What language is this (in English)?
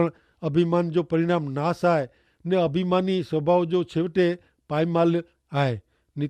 Kachhi